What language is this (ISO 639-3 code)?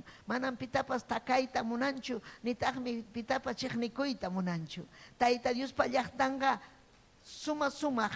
quy